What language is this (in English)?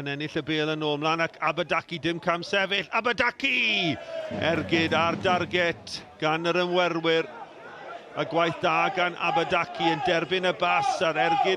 Welsh